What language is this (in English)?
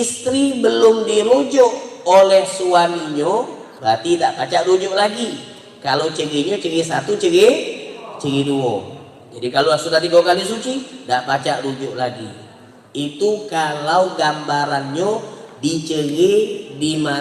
Musi